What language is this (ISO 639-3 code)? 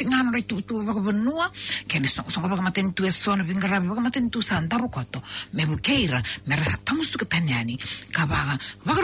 fij